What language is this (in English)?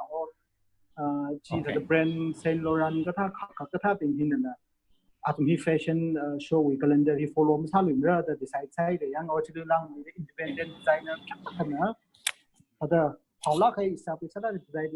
Tangkhul Naga (India)